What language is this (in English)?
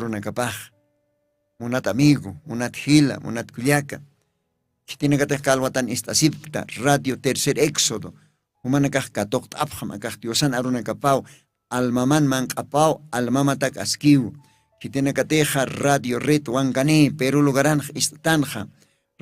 Aymara